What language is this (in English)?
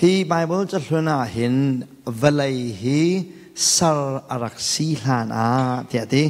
Hakha Chin